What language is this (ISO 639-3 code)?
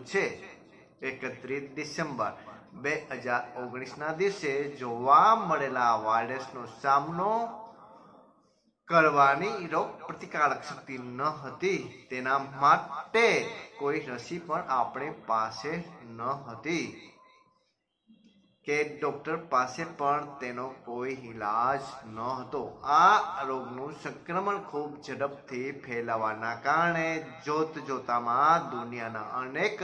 guj